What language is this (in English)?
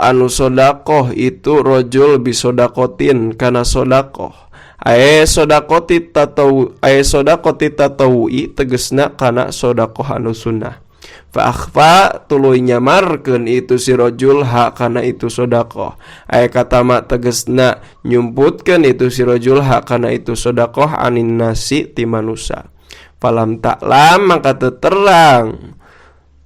Sundanese